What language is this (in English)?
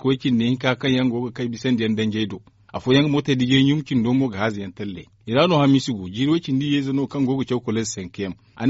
Zarma